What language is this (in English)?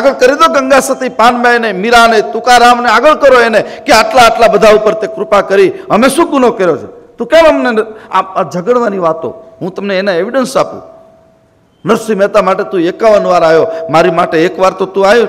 Gujarati